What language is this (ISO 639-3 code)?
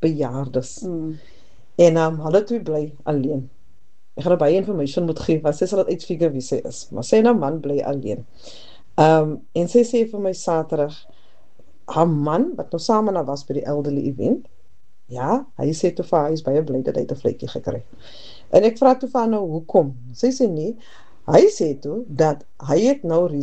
afr